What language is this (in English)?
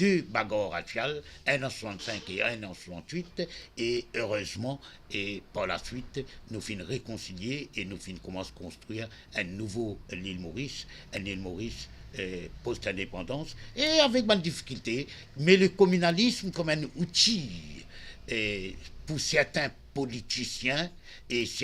Morisyen